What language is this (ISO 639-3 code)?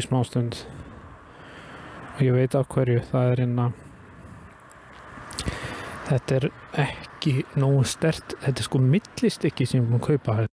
isl